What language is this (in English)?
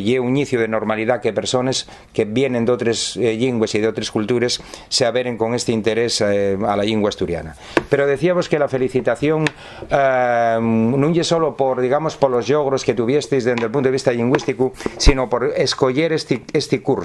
Asturian